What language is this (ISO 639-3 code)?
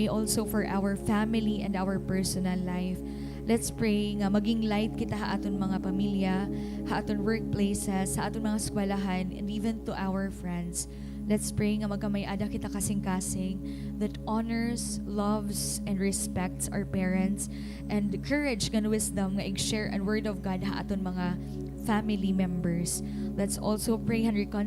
war